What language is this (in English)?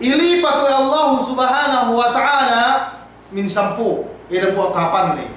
Yakan